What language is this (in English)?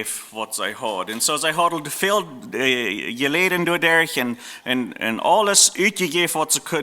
Plautdietsch